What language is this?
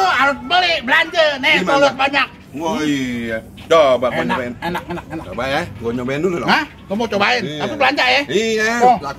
Betawi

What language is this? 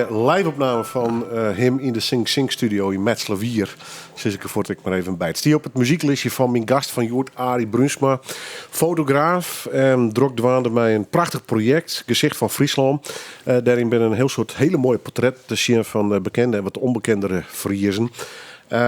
Western Frisian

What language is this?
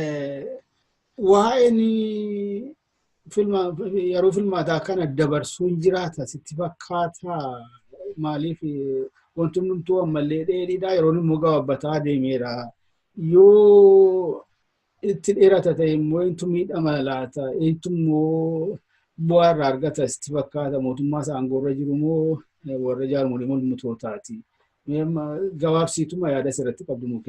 Oromo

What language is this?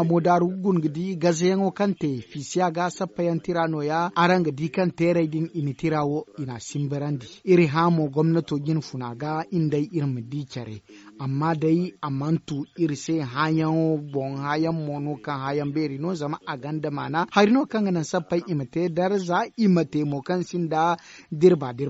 Zarma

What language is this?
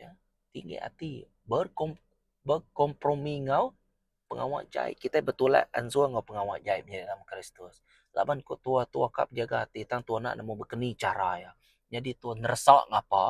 Iban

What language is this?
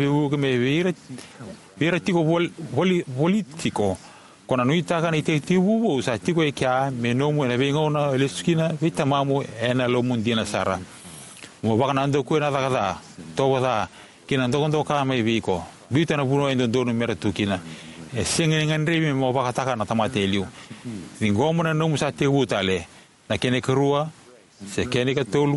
Fijian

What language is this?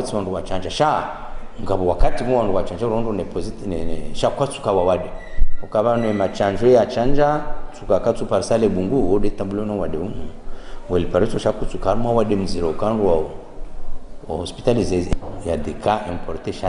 Ngazidja Comorian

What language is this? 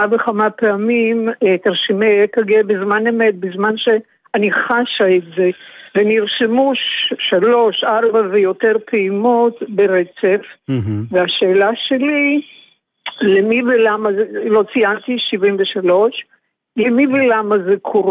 Hebrew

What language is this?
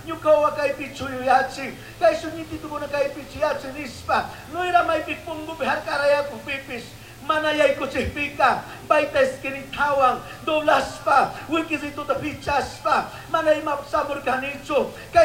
Chimborazo Highland Quichua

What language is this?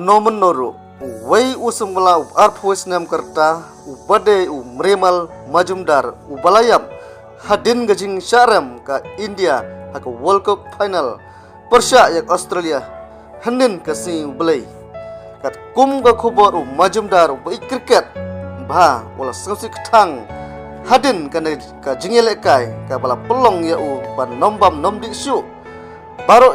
Khasi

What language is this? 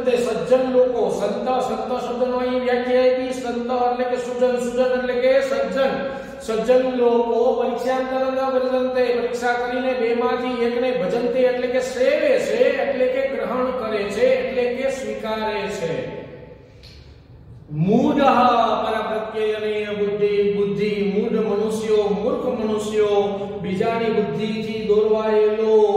Gujarati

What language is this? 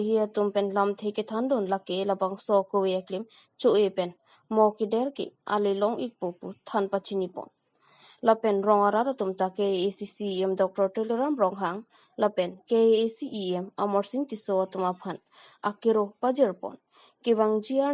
Karbi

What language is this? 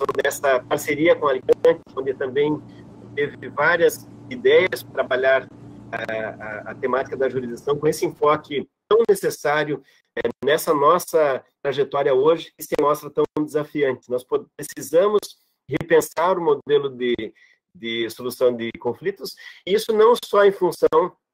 Portuguese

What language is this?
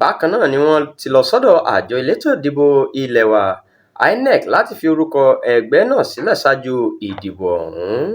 Yoruba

